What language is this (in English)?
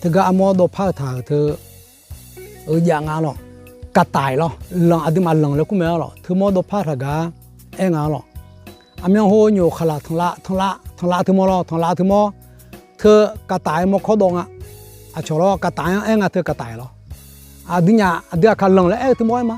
Akha